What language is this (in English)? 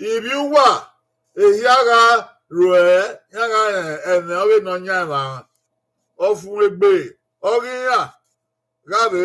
Bini